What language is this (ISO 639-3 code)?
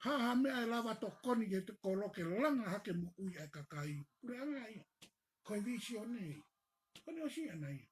ton